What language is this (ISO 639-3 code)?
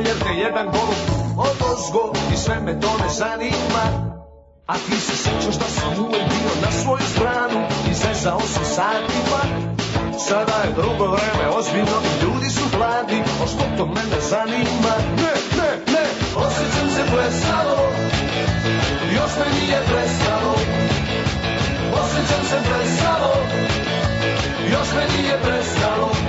srp